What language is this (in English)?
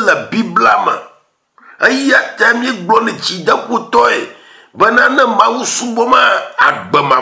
Ewe